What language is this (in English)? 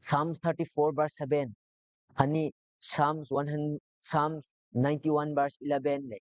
Rongmei Naga